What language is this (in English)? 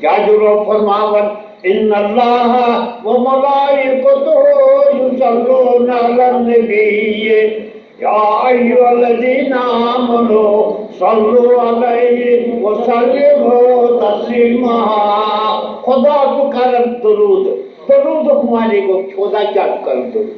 Kashmiri